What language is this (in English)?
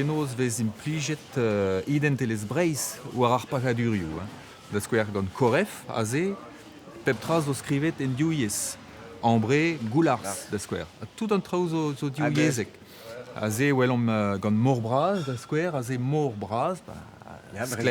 Breton